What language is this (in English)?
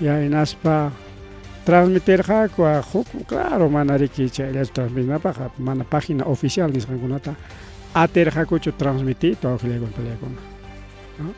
Ayacucho Quechua